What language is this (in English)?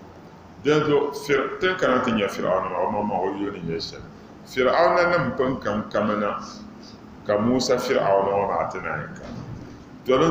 Dagbani